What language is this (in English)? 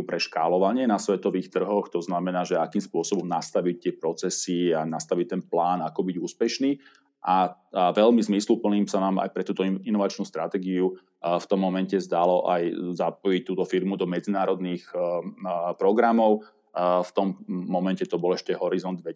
Slovak